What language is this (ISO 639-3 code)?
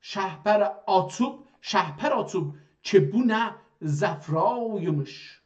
azb